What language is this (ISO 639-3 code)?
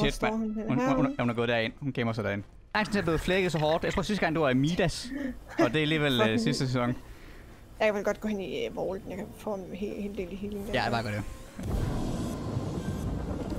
dan